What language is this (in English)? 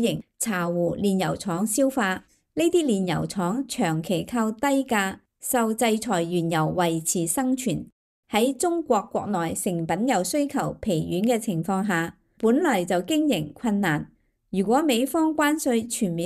Cantonese